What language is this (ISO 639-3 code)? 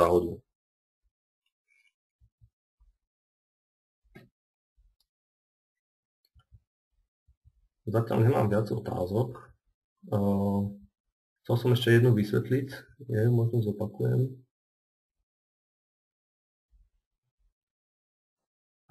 slk